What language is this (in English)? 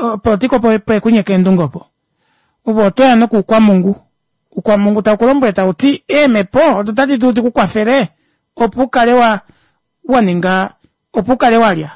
Kuanyama